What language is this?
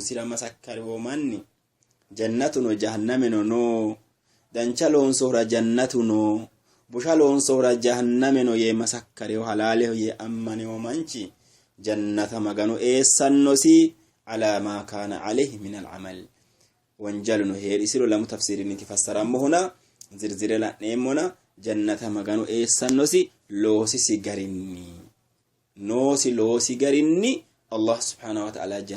Sidamo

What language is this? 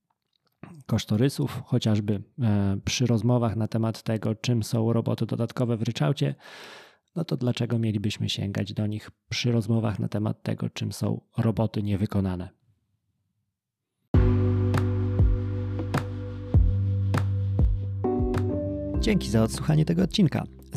Polish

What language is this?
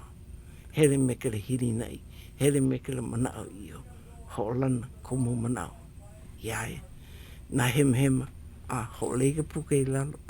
Hawaiian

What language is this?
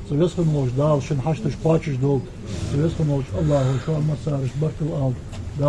Ingush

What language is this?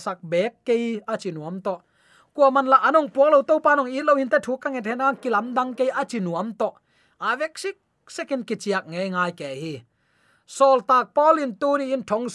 Tedim Chin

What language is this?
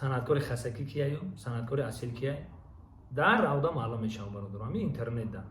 Tajik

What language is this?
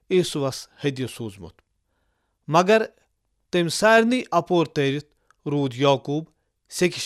Kashmiri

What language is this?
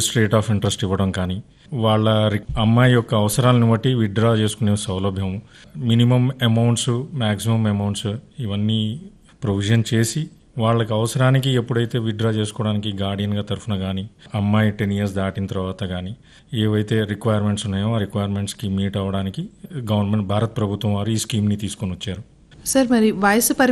Telugu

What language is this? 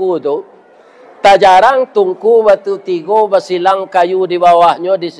Minangkabau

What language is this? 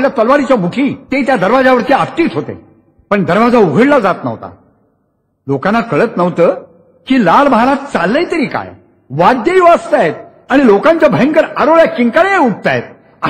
Marathi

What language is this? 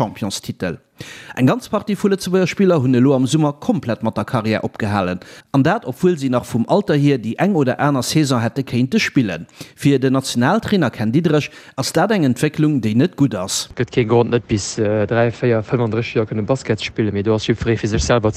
Luxembourgish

